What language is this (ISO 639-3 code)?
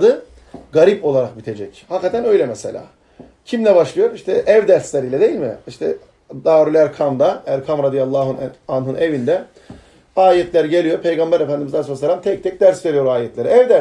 tur